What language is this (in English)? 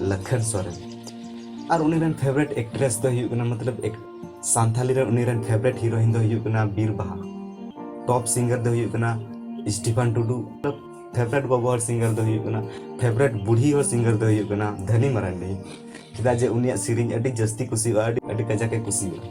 Santali